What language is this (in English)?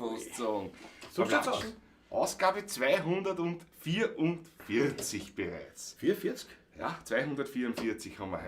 Bavarian